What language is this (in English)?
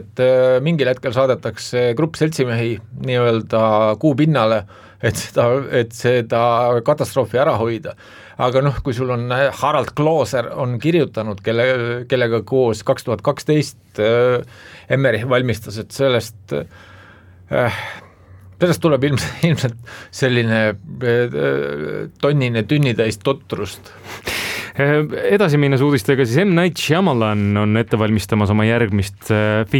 Estonian